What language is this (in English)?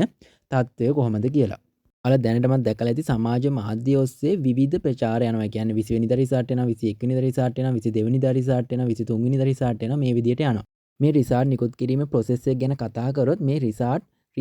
Sinhala